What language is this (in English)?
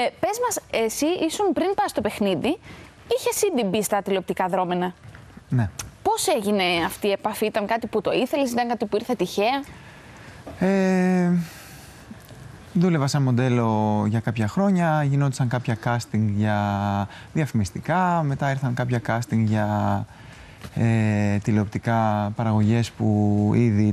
Greek